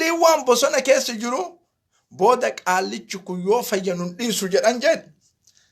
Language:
Oromo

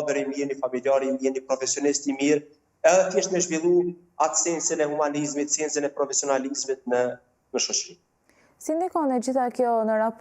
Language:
Albanian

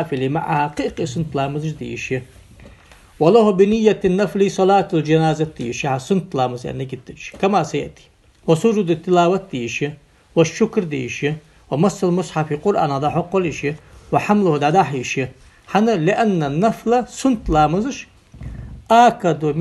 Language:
Ingush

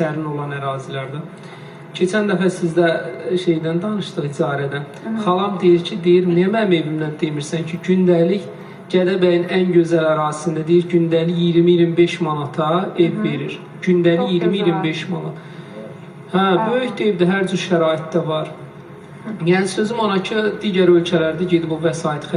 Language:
Azerbaijani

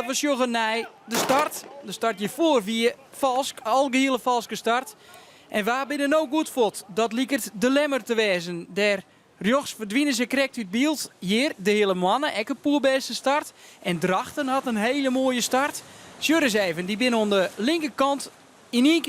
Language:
Western Frisian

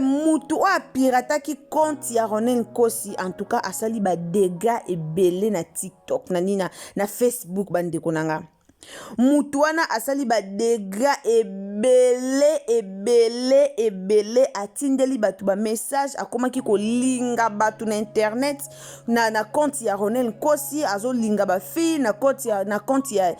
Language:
Lingala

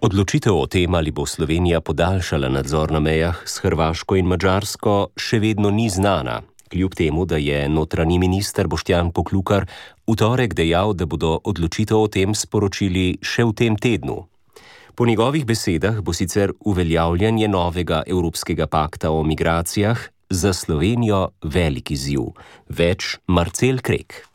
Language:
Slovenian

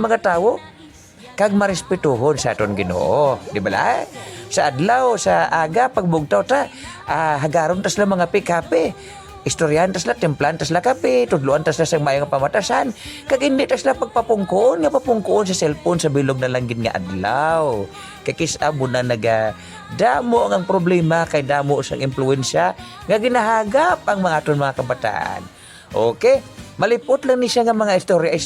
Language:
Hiligaynon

